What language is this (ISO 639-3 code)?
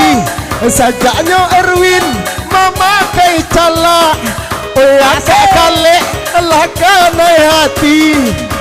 min